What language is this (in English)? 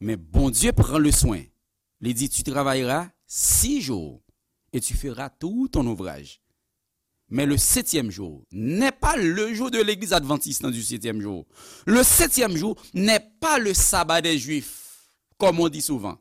Haitian Creole